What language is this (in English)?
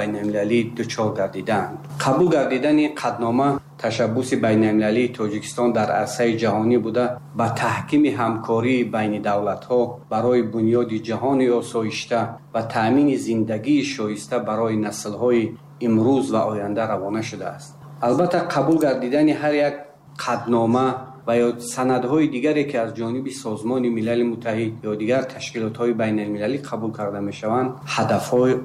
Tajik